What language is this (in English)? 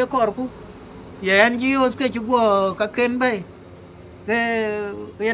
Dinka